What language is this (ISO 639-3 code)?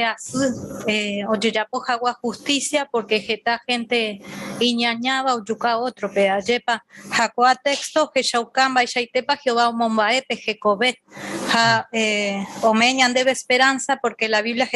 grn